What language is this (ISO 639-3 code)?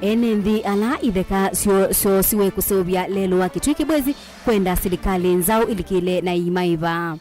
kam